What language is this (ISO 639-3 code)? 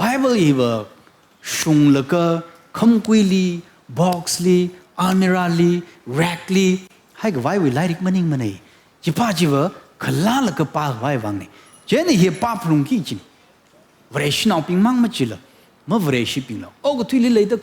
nmf